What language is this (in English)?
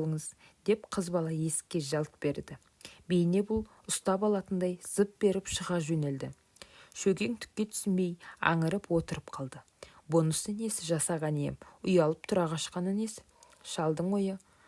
Kazakh